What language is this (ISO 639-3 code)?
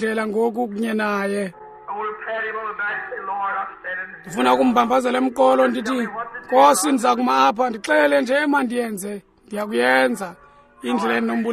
xho